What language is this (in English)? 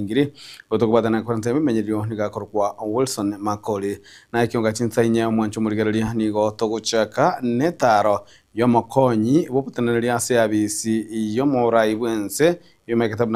Gusii